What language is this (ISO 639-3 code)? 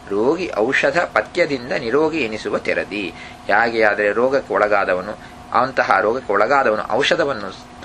kan